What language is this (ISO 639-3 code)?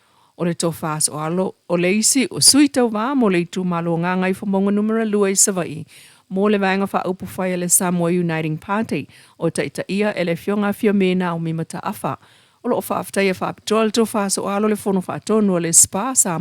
smo